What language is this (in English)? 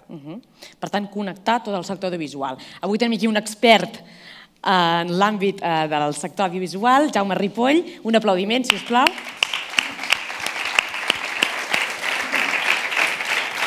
Catalan